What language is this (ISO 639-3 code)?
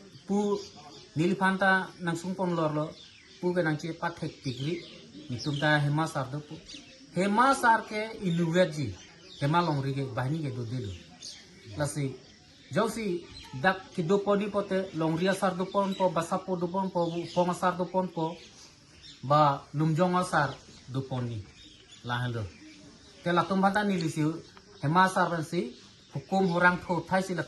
mjw